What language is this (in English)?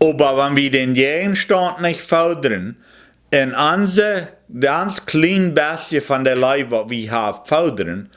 Plautdietsch